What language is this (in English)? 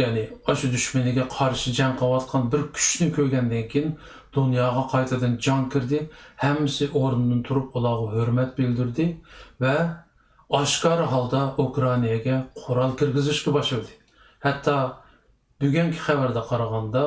Uyghur